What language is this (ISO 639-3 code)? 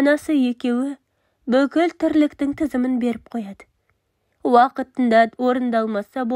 kaz